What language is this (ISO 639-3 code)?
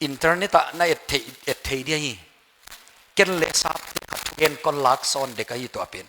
pck